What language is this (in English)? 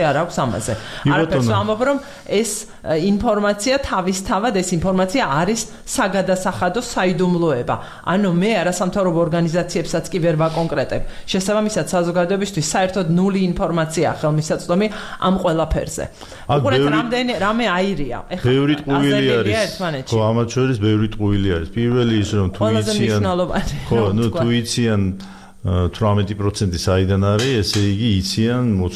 Georgian